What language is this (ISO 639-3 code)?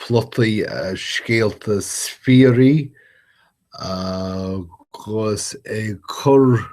gle